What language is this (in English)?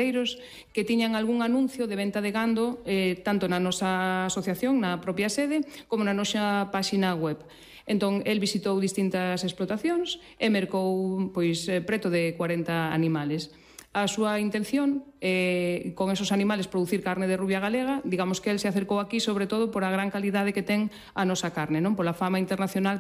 Galician